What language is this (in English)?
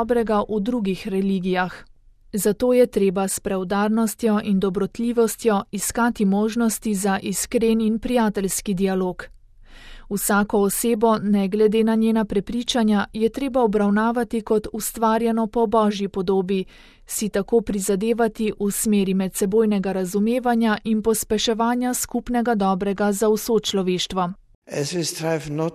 Slovenian